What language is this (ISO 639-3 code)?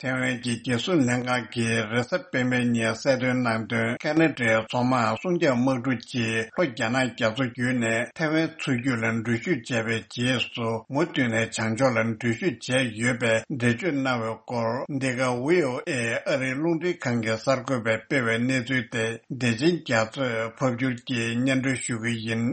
bod